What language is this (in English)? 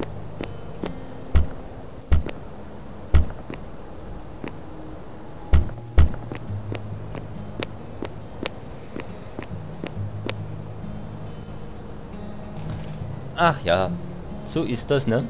German